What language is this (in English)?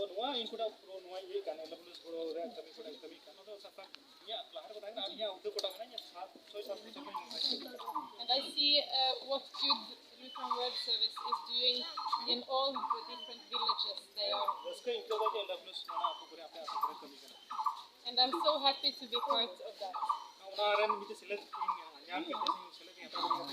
Santali